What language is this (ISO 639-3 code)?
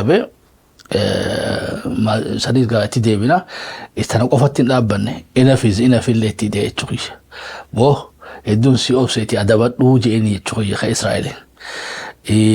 orm